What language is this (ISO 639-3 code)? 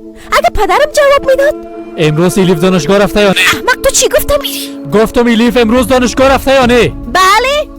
fas